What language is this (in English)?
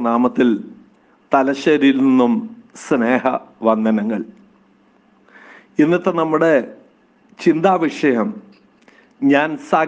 Malayalam